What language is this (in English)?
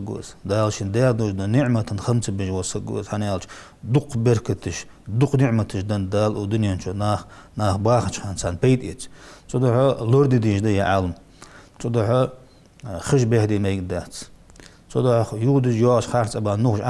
Ingush